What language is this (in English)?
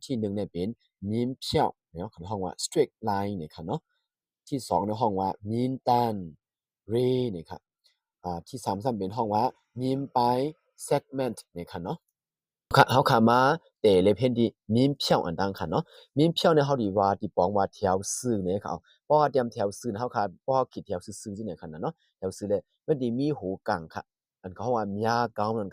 Shan